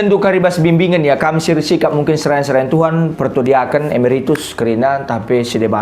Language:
Batak Karo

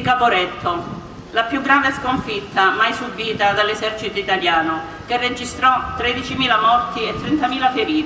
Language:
Italian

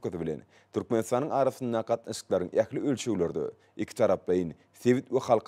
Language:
Turkmen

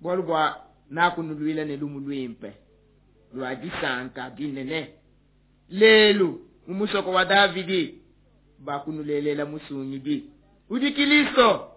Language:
Luba-Lulua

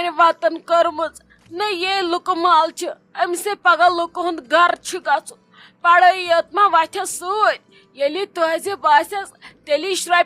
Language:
Kashmiri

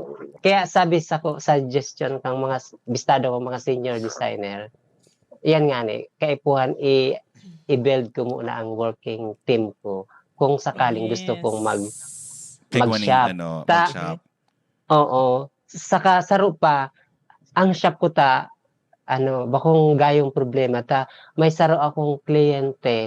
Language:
Bikol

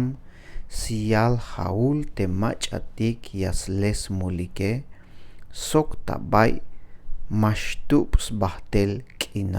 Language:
Tzeltal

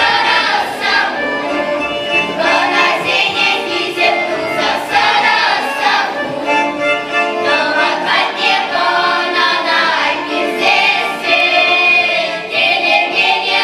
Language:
Chuvash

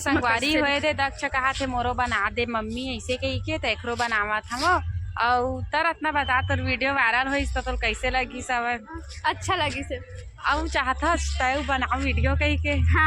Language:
Chhattisgarhi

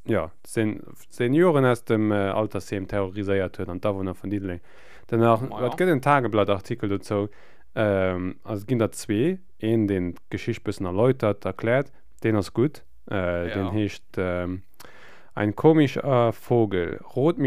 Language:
Luxembourgish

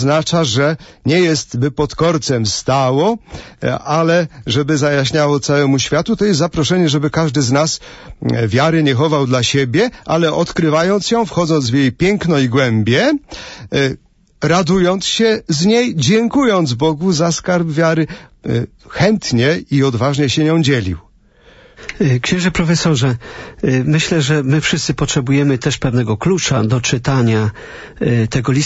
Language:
Polish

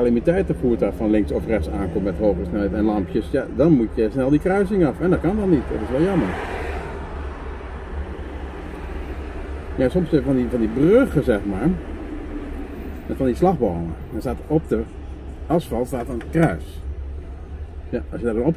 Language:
Dutch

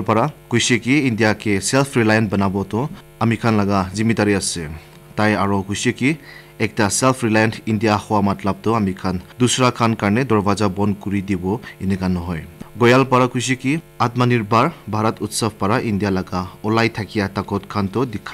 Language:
Naga Pidgin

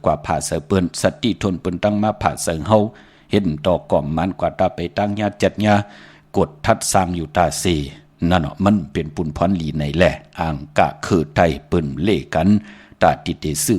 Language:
Shan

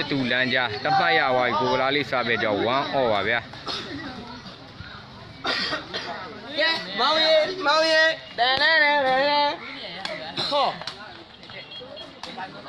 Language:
Burmese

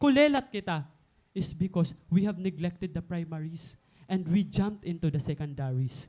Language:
Waray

